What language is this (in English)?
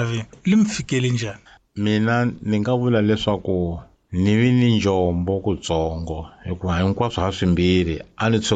Tsonga